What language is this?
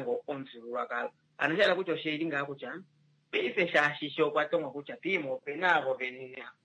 Kuanyama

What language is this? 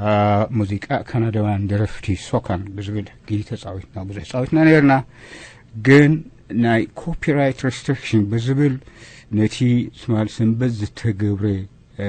Tigrinya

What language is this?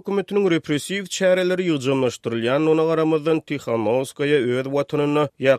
Turkmen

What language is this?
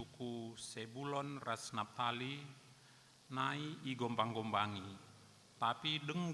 Batak Karo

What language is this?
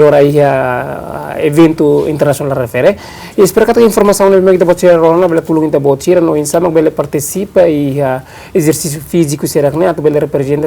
Tetum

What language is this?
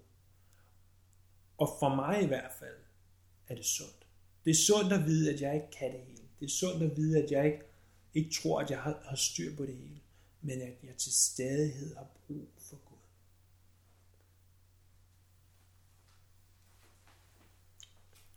Danish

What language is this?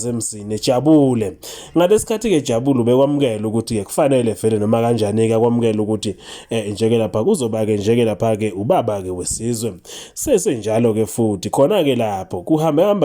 Zulu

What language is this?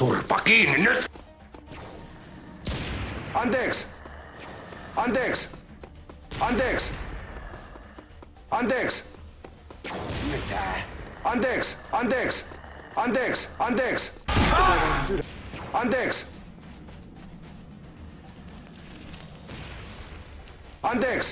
Finnish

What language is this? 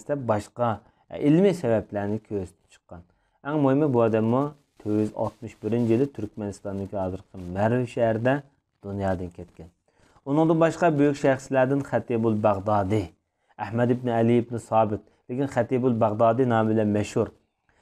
Uyghur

